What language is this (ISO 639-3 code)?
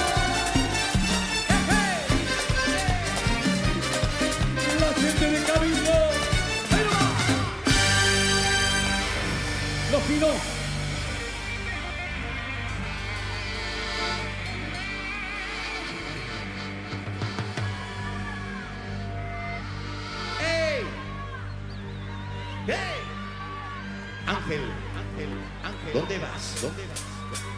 spa